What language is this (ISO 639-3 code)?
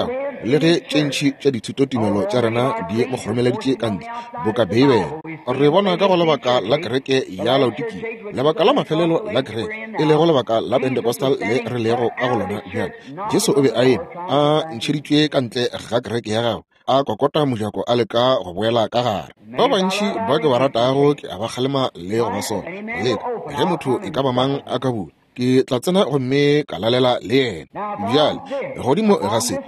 nso